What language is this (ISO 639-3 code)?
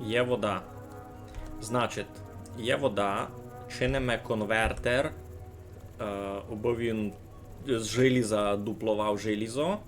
rue